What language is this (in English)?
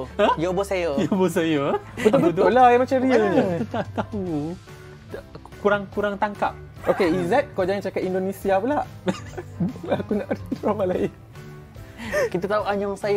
Malay